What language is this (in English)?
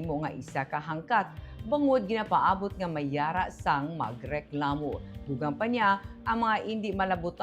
Hiligaynon